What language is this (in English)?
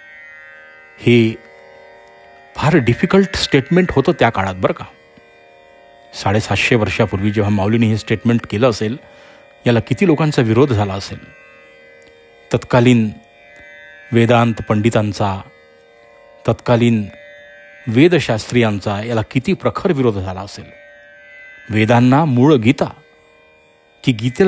Marathi